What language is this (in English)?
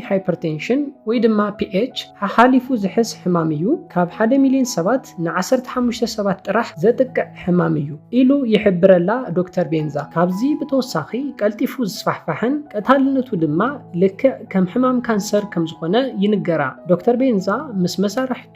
Tigrinya